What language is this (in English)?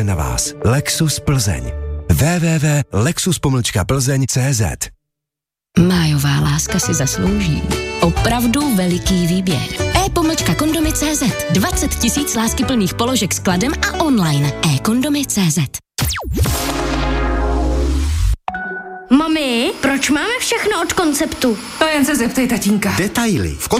Czech